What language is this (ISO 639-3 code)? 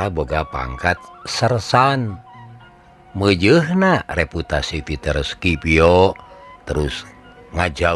sun